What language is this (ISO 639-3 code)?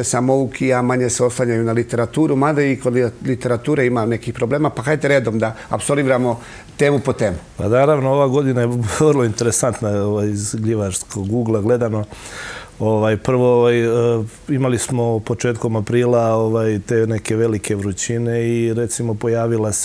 srp